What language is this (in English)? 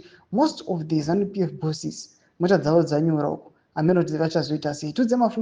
Shona